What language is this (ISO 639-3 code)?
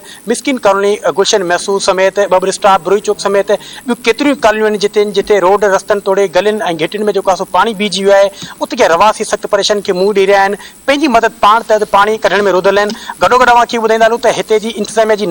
snd